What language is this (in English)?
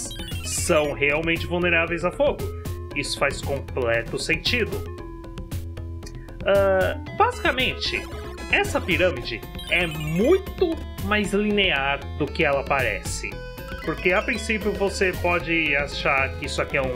Portuguese